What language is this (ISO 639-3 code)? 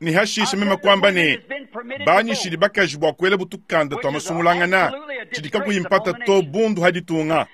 lua